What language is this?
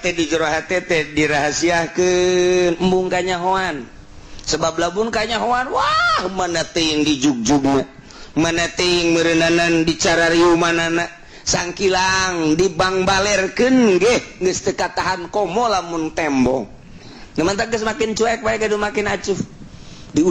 Sundanese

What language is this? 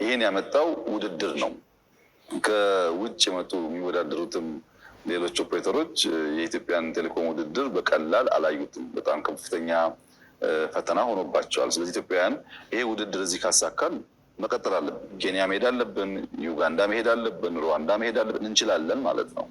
Amharic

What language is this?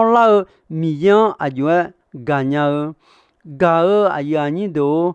Akha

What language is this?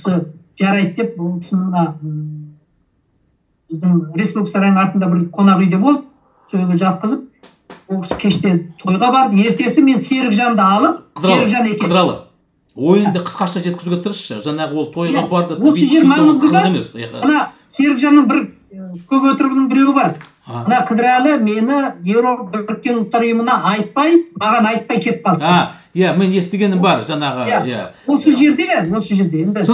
Kazakh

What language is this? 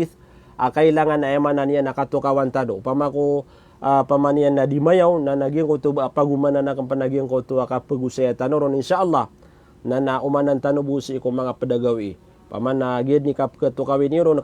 Maranao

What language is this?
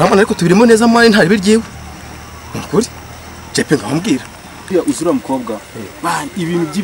Kinyarwanda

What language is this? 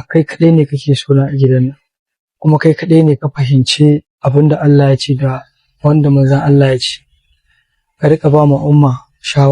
Hausa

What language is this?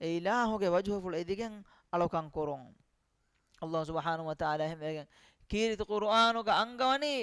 Divehi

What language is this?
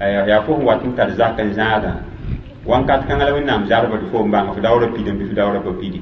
Mossi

